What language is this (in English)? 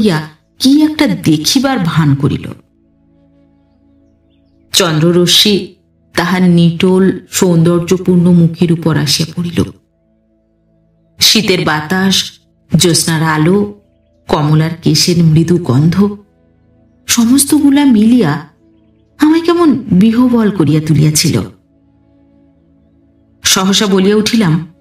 Bangla